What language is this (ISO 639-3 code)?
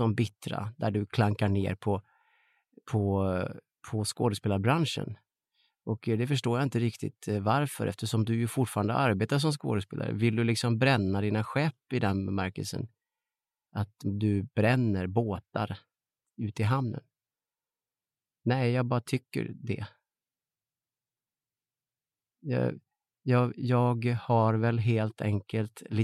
swe